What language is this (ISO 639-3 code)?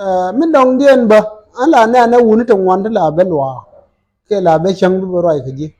nus